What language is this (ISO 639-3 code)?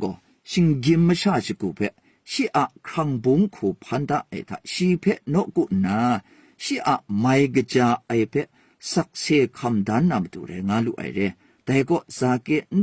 kac